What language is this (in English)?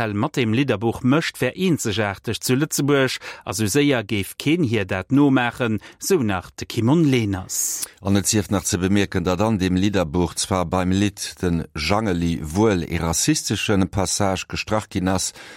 Luxembourgish